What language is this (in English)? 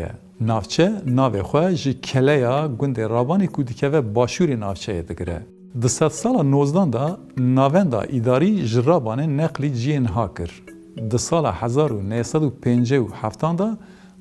Kurdish